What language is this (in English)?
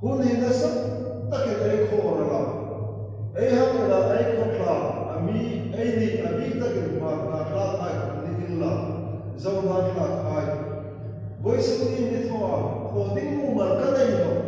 Hmar